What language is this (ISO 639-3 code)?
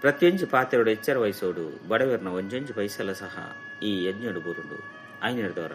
tcy